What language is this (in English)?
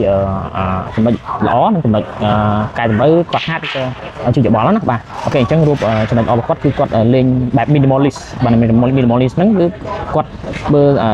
Khmer